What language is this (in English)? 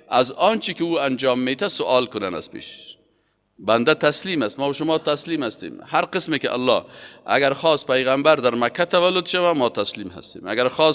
Persian